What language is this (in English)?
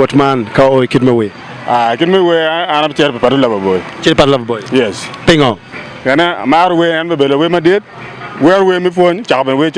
Acoli